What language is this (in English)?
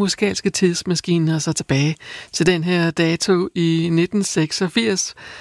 Danish